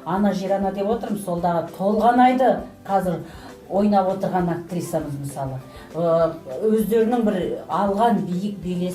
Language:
Kazakh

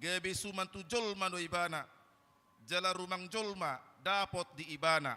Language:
Batak Toba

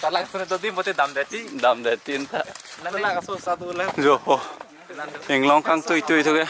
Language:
Karbi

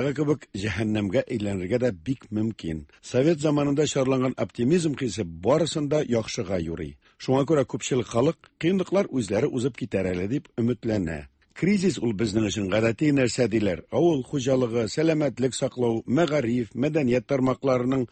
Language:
Tatar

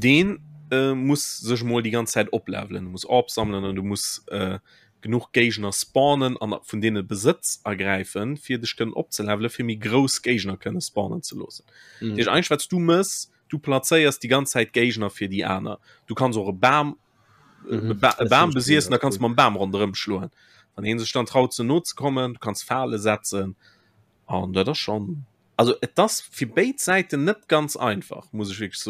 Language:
Luxembourgish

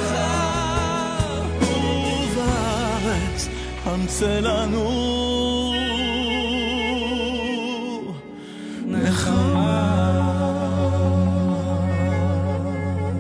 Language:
Hebrew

